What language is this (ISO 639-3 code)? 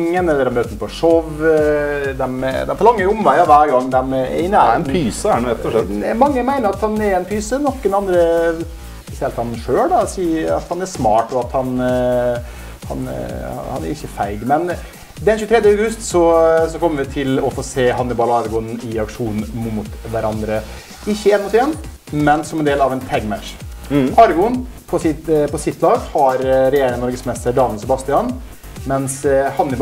nor